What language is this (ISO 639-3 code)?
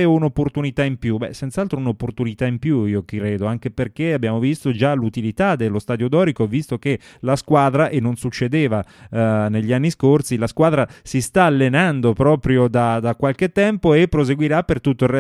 ita